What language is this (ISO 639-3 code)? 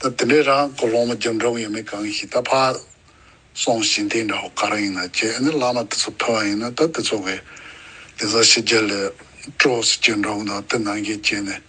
bod